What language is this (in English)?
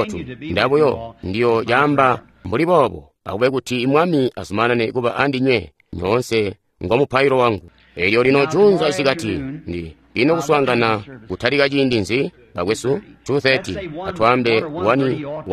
Tonga (Zambia)